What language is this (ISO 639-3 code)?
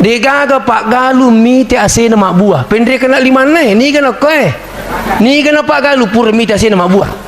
bug